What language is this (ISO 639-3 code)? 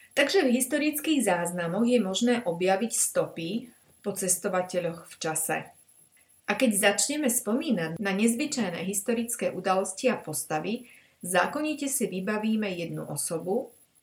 slk